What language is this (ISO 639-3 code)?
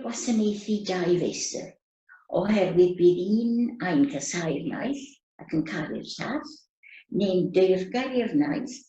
cym